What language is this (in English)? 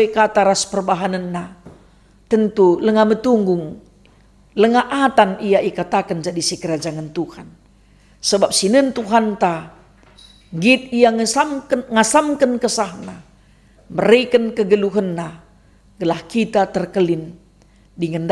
Batak Karo